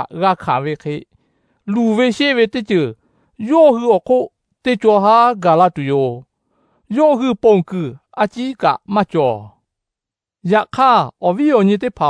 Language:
Lahu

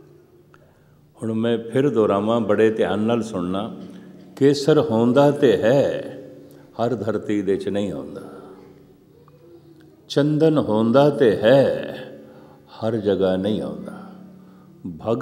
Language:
Punjabi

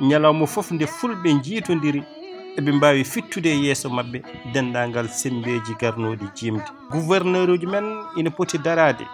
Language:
Fula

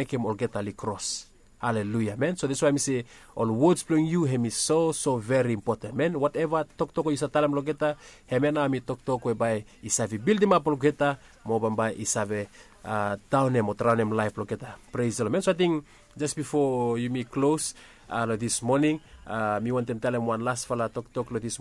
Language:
Bislama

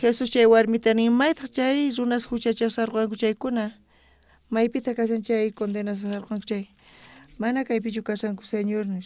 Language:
South Bolivian Quechua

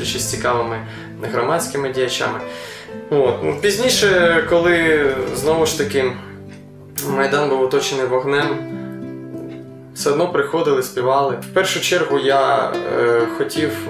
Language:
Ukrainian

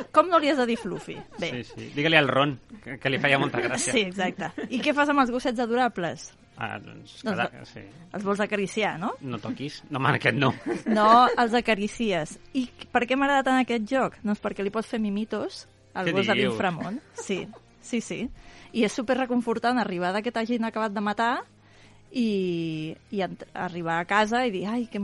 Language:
Catalan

